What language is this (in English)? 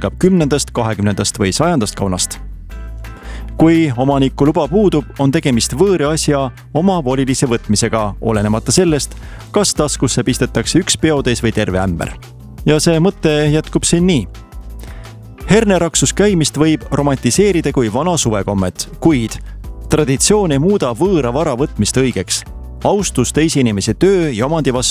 Estonian